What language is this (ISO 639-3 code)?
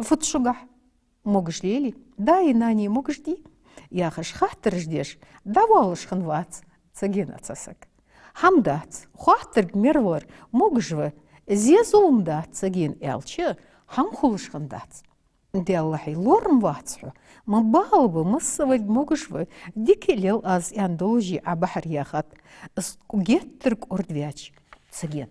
inh